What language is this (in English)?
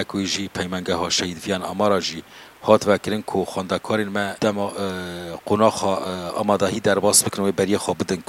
Kurdish